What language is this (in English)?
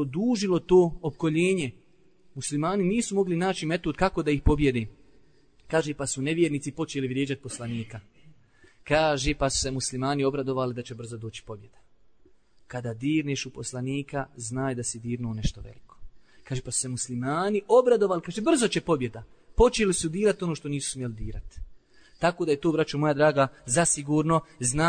Bosnian